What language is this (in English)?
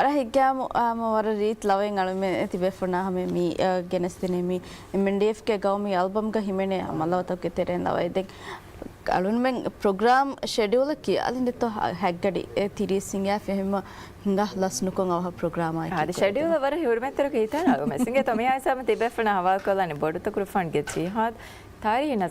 Divehi